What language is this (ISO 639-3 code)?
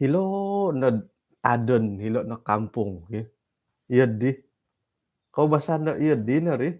dtp